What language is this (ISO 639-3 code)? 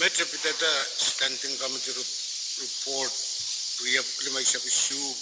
pon